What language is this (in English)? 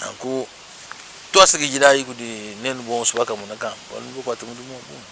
Luba-Lulua